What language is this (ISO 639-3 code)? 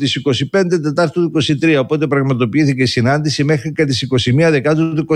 ell